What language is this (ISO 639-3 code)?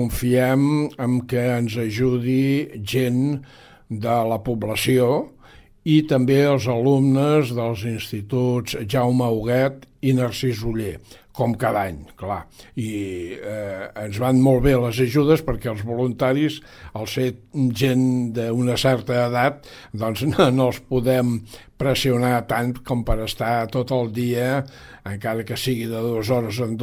cat